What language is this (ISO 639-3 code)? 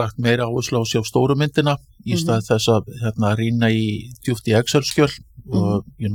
isl